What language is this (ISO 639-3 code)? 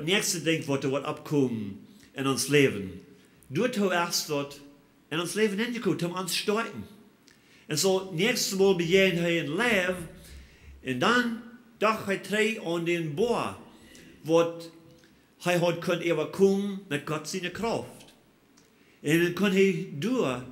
pdt